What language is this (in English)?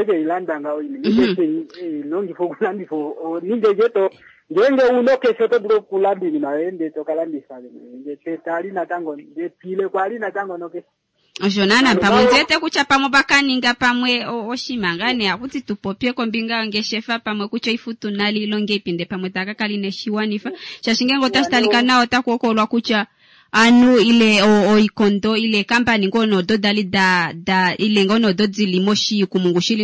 Kuanyama